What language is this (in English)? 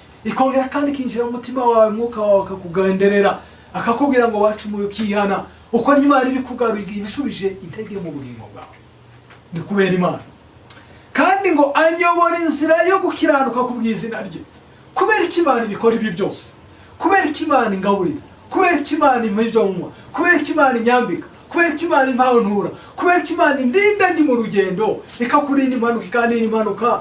Kinyarwanda